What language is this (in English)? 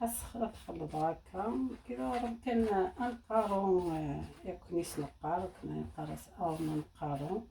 Algerian Arabic